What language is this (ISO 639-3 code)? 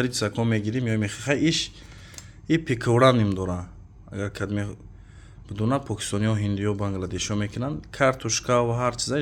tgk